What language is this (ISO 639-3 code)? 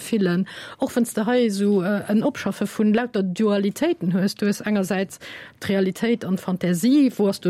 ltz